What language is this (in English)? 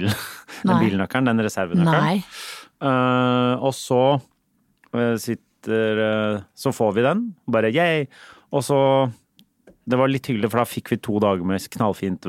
Norwegian